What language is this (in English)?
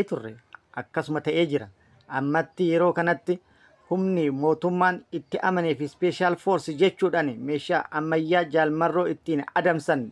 Oromo